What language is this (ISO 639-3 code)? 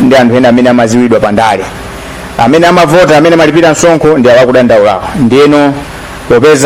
nya